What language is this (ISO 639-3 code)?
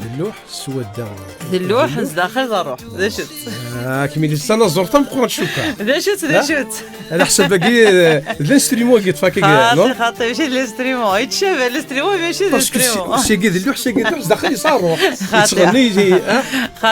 kab